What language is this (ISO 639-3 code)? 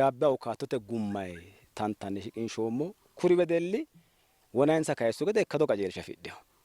sid